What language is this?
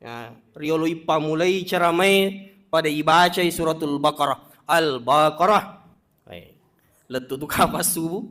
Buginese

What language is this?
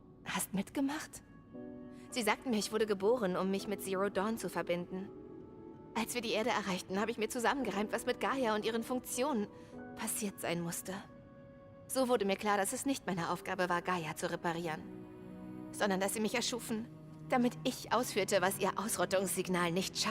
Bavarian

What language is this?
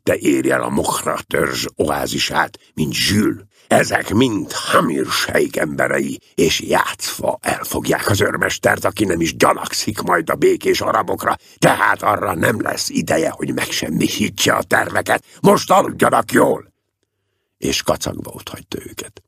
Hungarian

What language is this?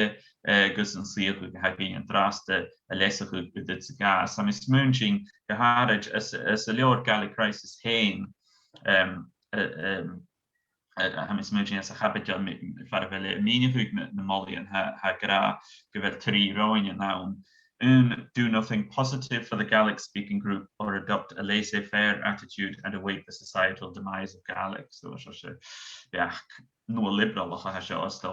Scottish Gaelic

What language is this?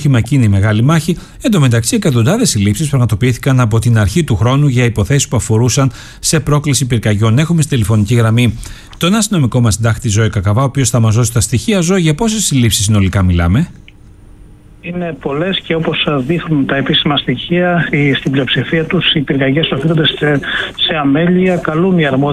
Greek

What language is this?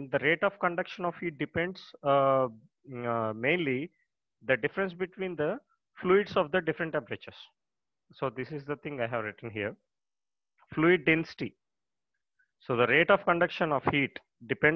English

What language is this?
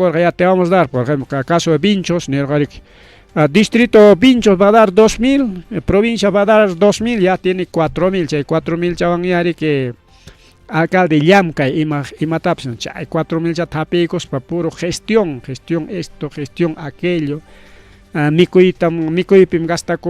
Ayacucho Quechua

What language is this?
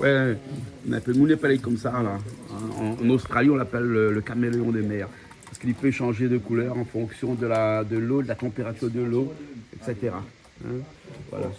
Réunion Creole French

